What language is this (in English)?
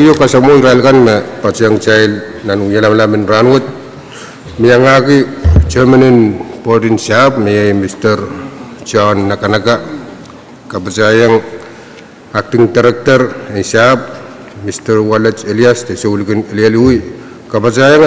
Pohnpeian